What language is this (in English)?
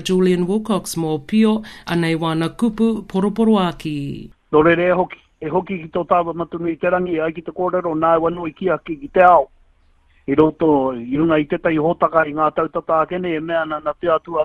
Māori